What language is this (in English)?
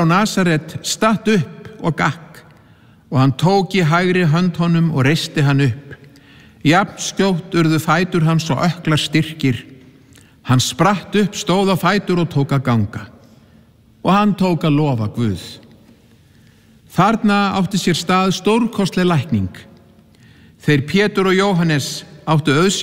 Icelandic